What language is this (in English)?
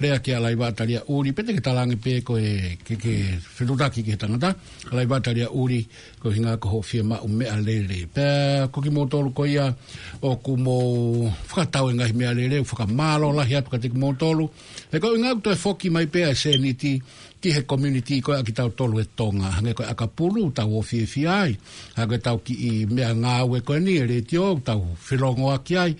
Tongan